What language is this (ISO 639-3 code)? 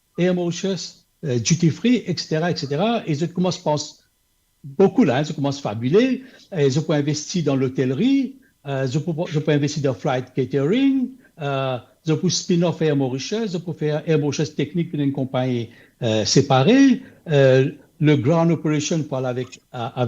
mfe